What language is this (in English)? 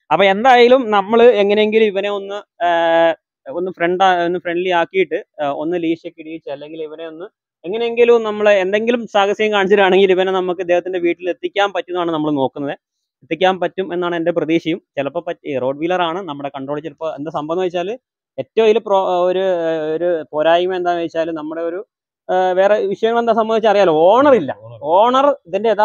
Malayalam